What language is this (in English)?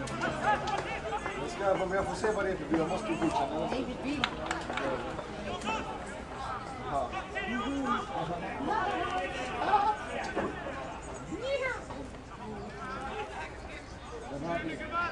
Swedish